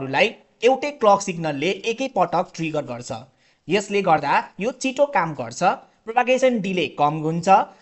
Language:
Nepali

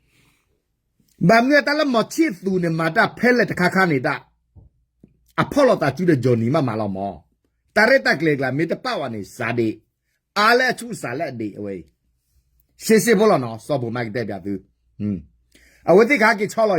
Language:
S'gaw Karen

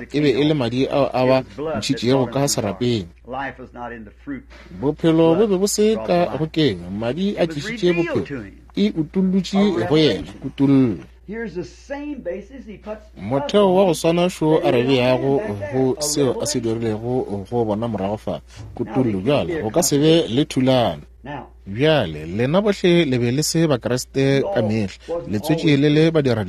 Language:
Northern Sotho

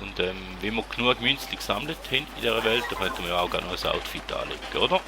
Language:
Swiss German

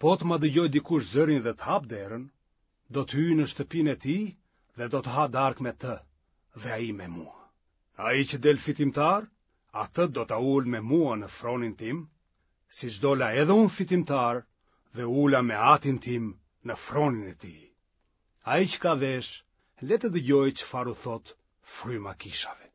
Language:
Albanian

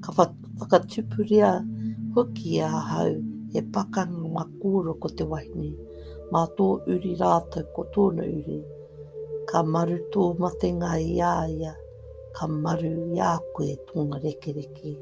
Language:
Māori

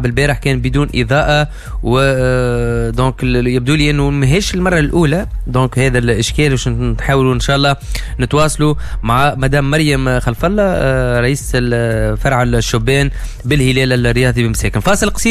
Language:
Tunisian Arabic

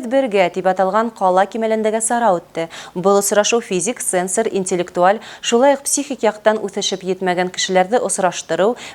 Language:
Bashkir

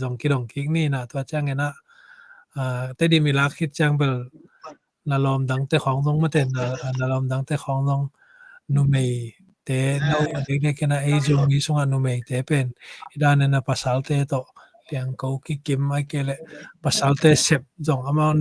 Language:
Tedim Chin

